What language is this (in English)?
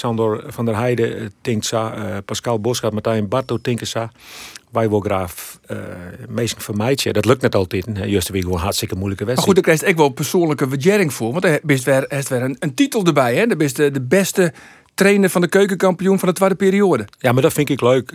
Western Frisian